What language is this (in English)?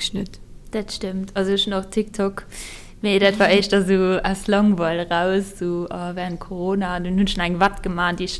Luxembourgish